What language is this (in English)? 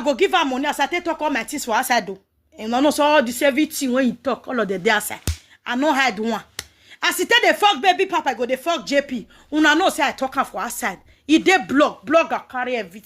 Nigerian Pidgin